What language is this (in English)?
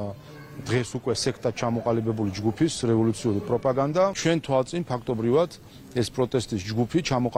Georgian